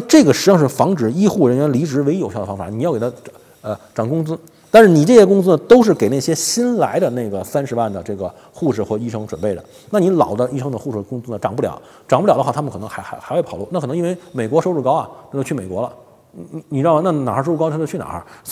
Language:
Chinese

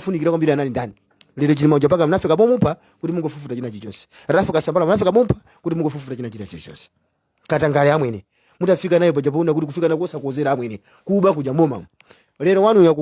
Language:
Nyanja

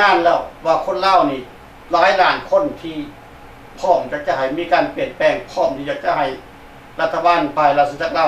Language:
Lao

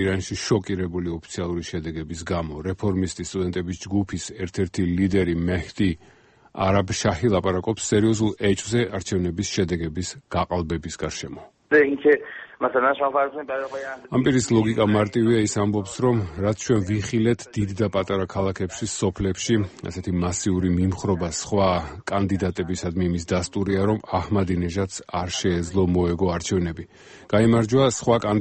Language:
Georgian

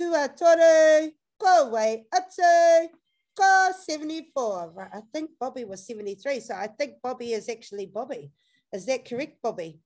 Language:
Māori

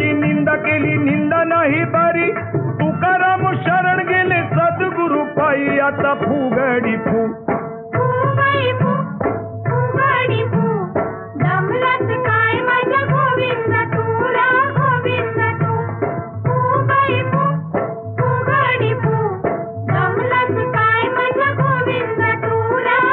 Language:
Marathi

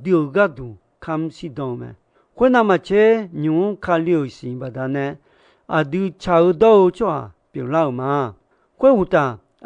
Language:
Akha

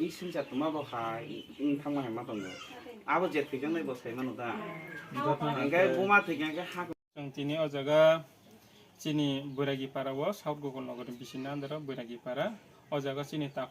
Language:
Kok Borok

